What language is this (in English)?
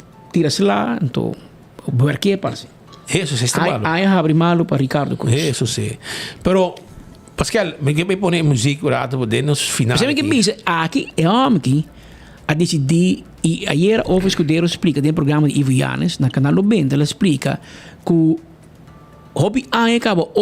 Papiamento